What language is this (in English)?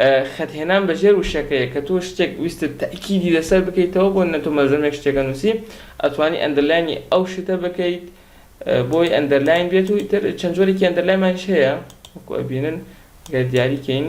Central Kurdish